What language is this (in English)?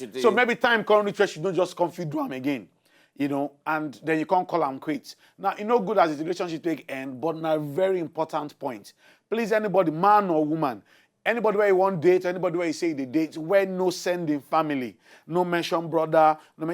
Nigerian Pidgin